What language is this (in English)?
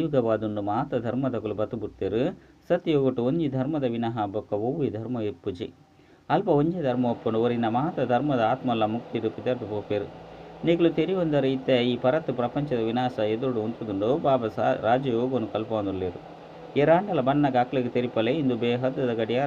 Tulu